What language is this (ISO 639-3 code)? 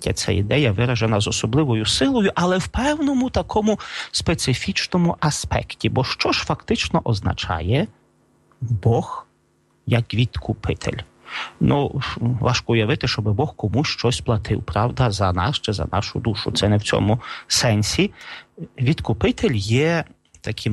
ukr